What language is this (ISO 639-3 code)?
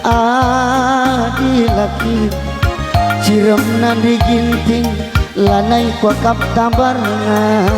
btx